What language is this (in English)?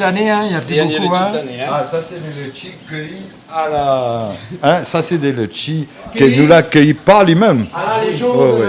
Réunion Creole French